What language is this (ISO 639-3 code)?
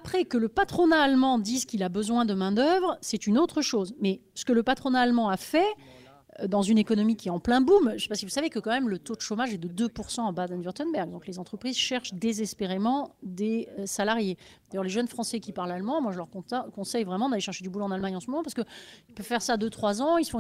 fra